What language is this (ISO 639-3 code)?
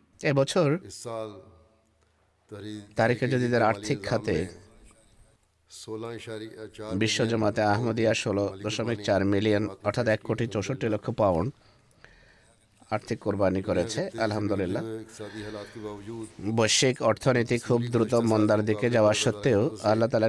ben